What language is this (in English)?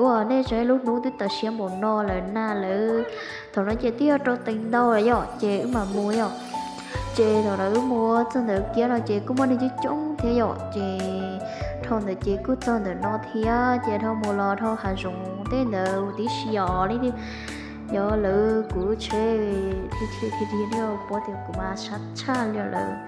Hmong